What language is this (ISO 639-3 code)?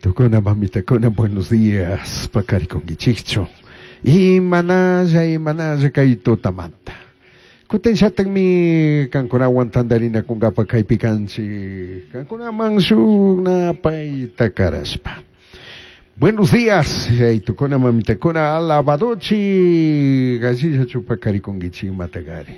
qug